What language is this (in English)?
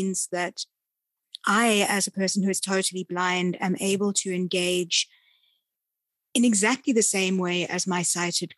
English